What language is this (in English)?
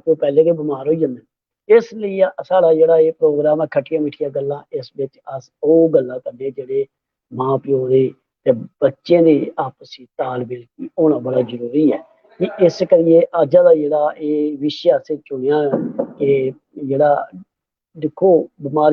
Dogri